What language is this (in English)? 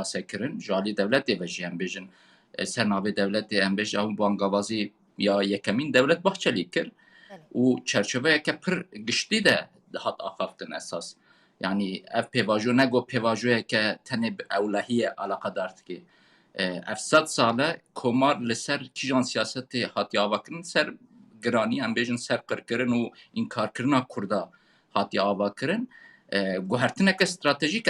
Kurdish